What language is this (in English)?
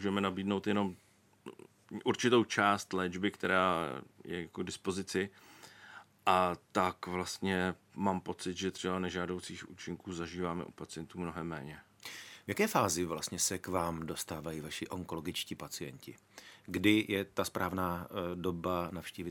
Czech